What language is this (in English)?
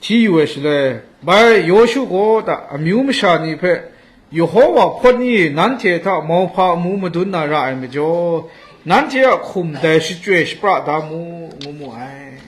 Kachin